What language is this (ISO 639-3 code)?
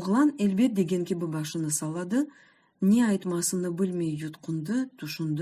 crh